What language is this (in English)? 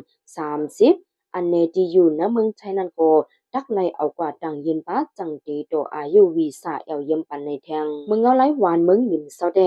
Shan